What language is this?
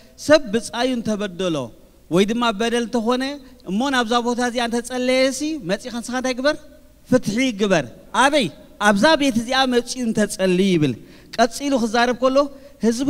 Tigrinya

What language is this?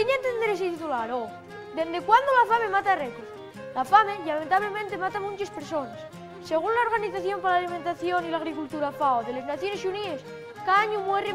Asturian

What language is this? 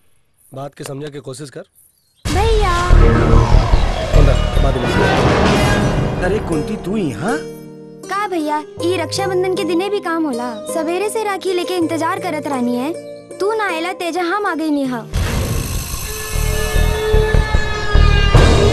Bhojpuri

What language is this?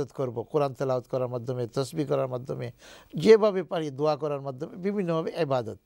Bangla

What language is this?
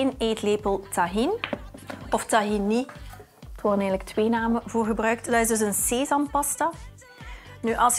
Dutch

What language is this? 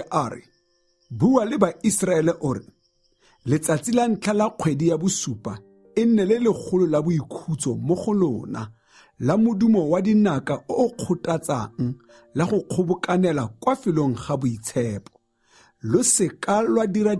Tswana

